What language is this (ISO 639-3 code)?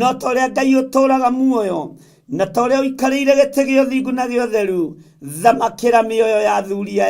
kik